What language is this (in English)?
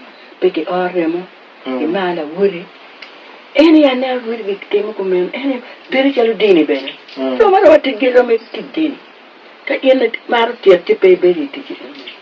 Acoli